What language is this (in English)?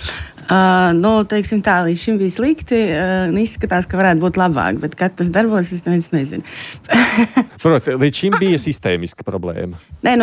Latvian